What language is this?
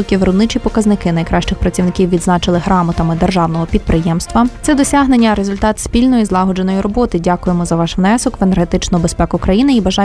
Ukrainian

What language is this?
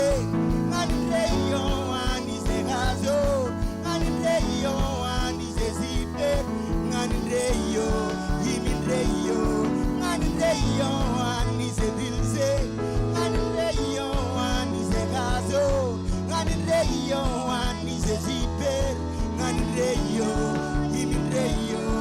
Marshallese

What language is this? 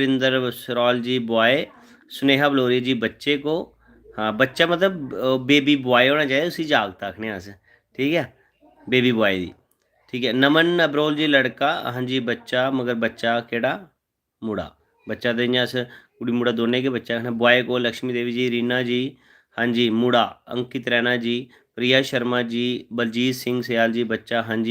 Dogri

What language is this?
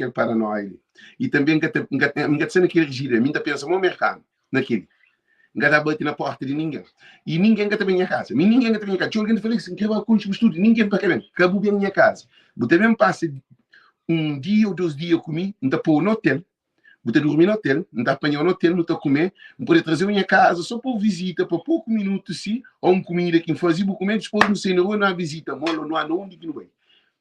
Kabuverdianu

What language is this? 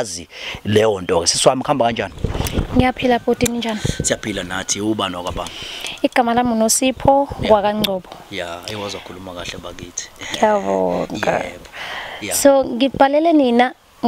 Zulu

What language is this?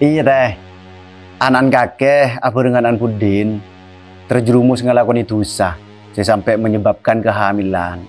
Madurese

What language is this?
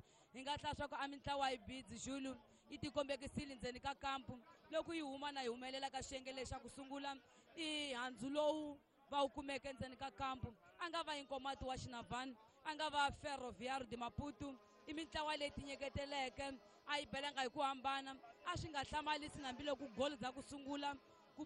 Tsonga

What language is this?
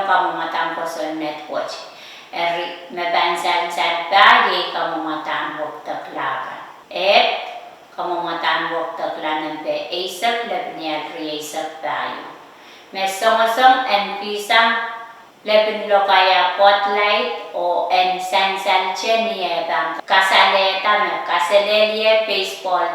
Pohnpeian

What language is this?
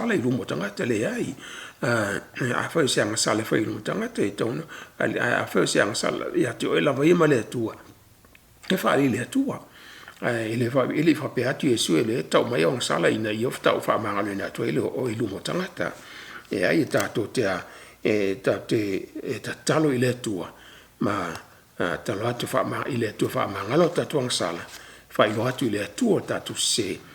Samoan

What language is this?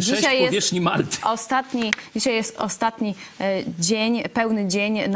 Polish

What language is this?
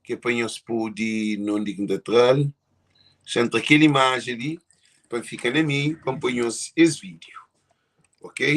Kabuverdianu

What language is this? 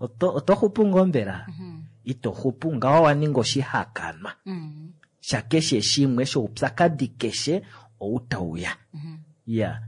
Kuanyama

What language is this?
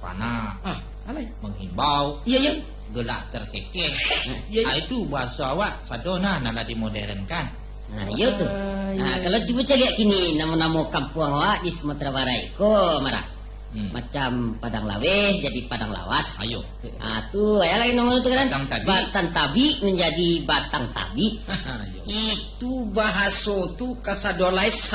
Minangkabau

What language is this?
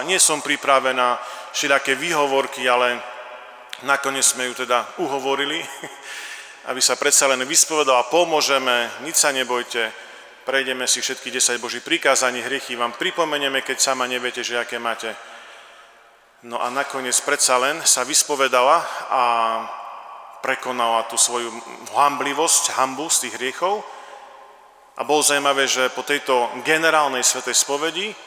Slovak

